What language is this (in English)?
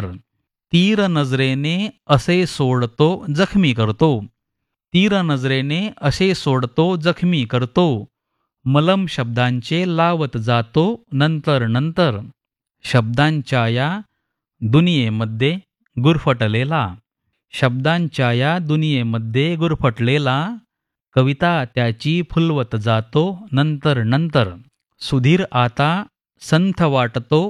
Marathi